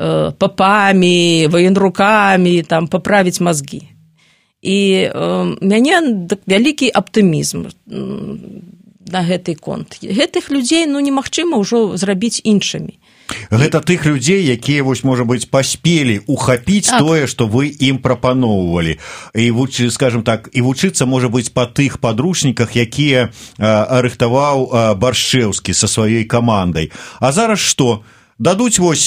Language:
Belarusian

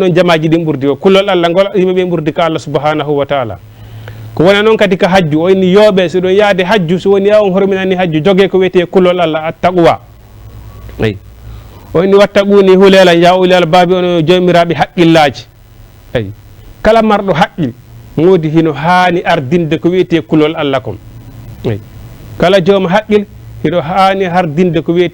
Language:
Fula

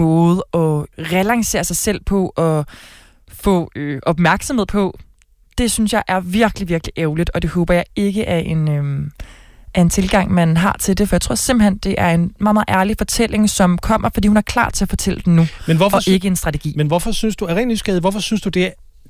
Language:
Danish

